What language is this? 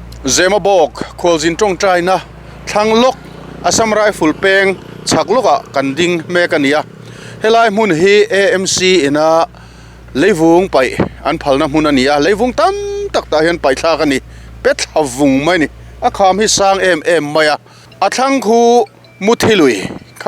Mizo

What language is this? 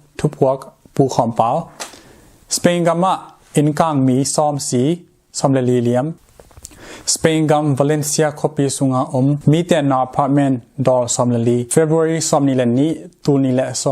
Tedim Chin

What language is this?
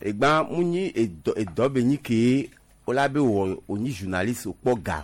Gen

